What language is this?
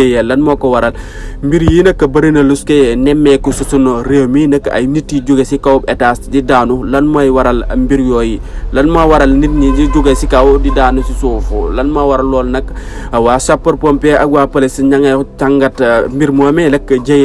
Wolof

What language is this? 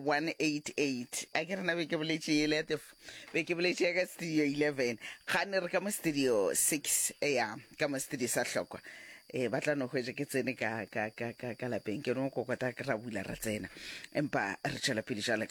Northern Sotho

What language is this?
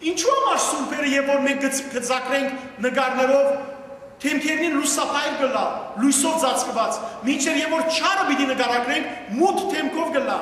Western Armenian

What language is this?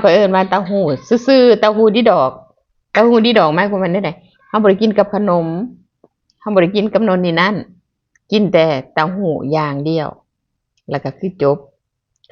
Lao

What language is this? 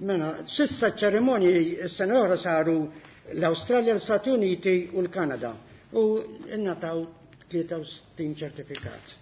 Maltese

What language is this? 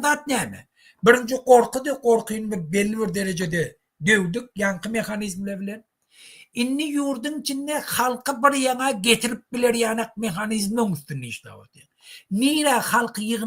Turkmen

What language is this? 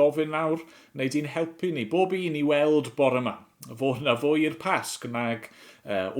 Welsh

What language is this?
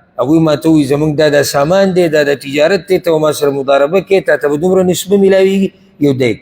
Pashto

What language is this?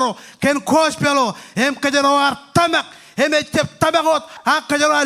Marshallese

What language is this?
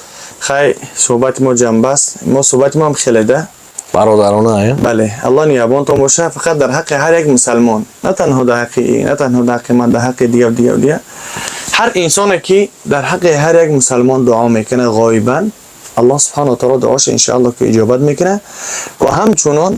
Tajik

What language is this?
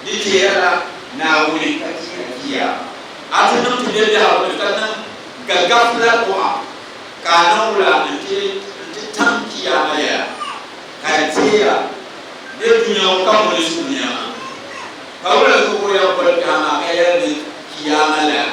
Dagbani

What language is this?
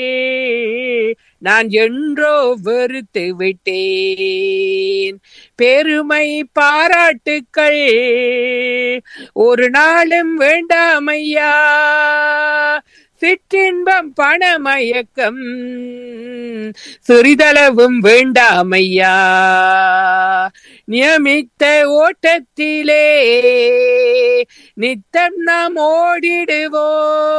Tamil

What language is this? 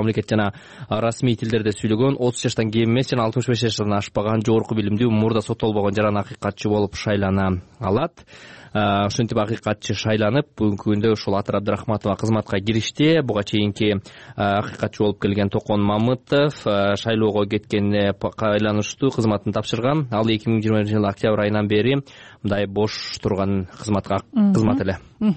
Kyrgyz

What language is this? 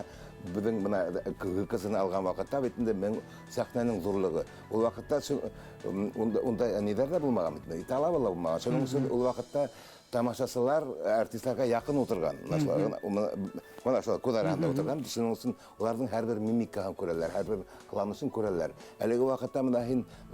Bashkir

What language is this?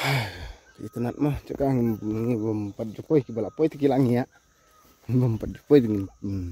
Khasi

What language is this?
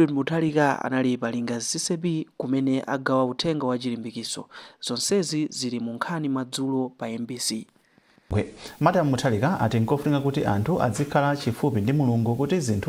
Nyanja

